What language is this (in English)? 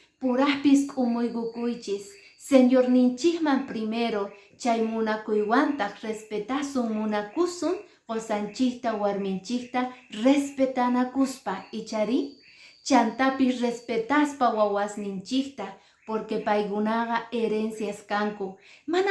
Quechua